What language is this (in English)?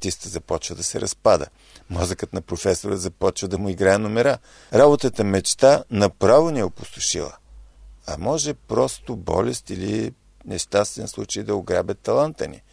Bulgarian